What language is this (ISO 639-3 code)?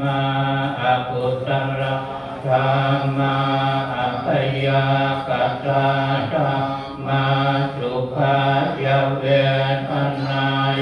pli